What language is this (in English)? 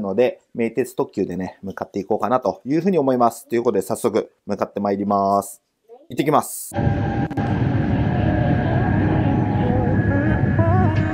Japanese